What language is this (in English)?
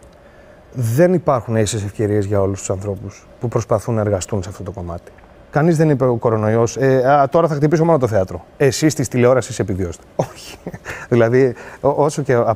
Greek